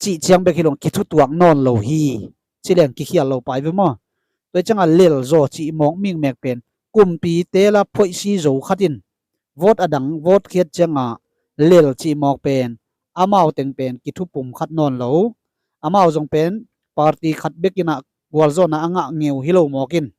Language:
Tedim Chin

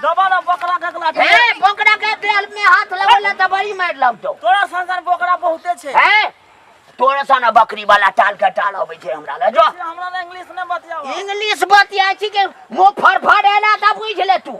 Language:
Maithili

